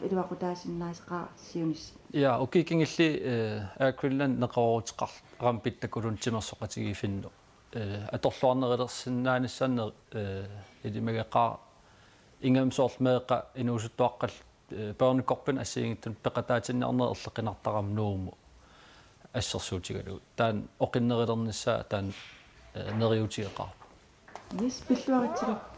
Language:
Kalaallisut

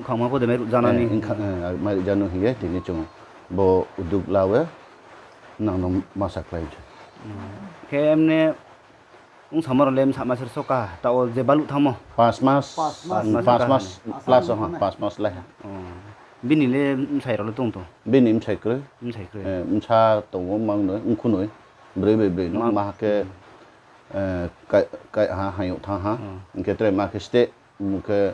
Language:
Riang (India)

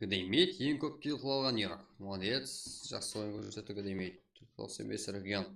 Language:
Kara-Kalpak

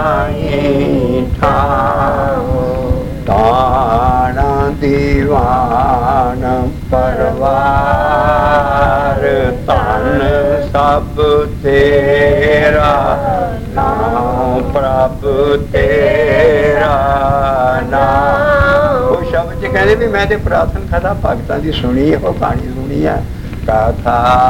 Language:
Punjabi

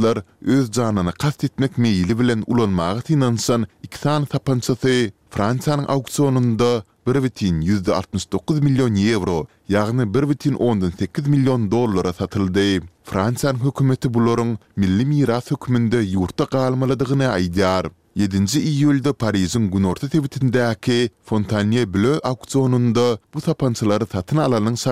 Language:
Turkmen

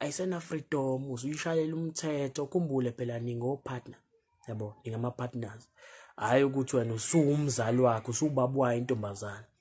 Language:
Zulu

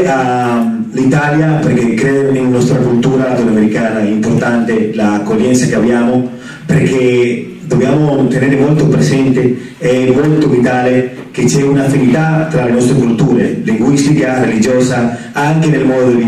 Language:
Italian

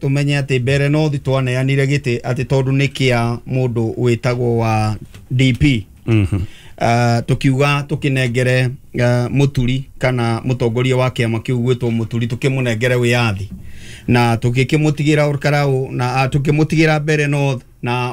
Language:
Kikuyu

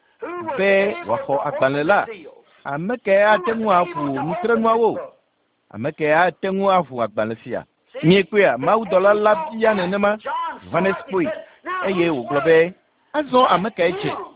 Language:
Ewe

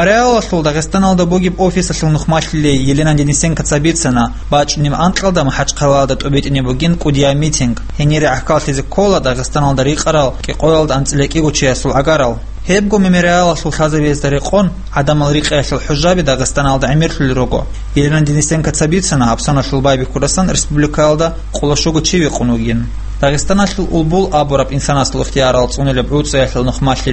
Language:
Avaric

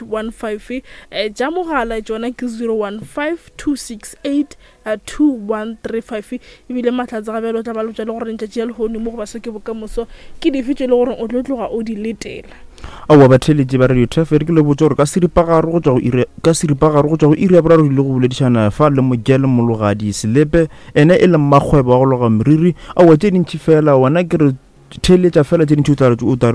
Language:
Northern Sotho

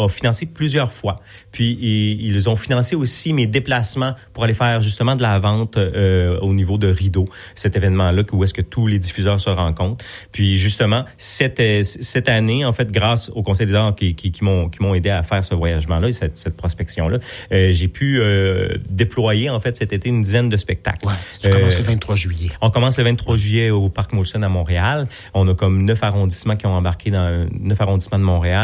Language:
French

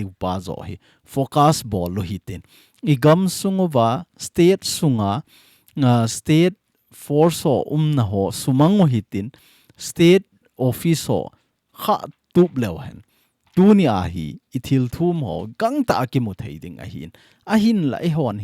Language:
Thado Chin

